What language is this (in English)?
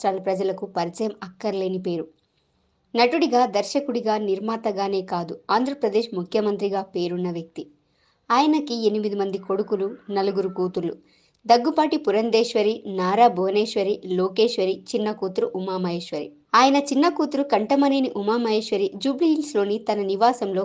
Telugu